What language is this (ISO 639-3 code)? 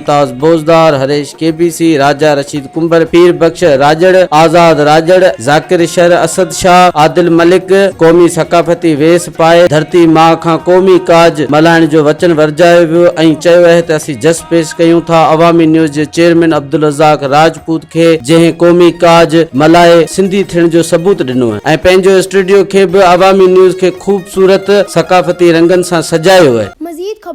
snd